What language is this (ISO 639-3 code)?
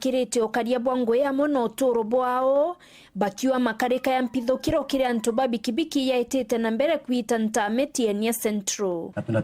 mer